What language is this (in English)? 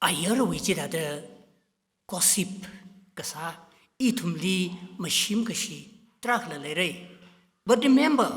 Tangkhul Naga (India)